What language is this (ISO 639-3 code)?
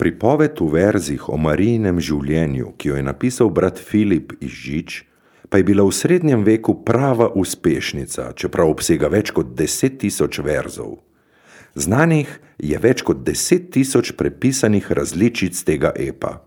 slv